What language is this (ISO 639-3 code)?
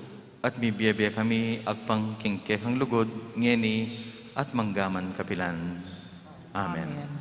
pam